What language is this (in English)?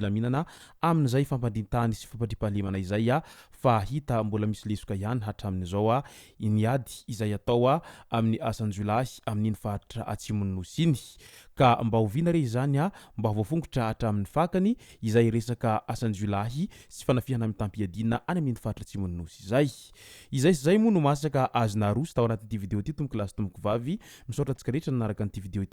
Malagasy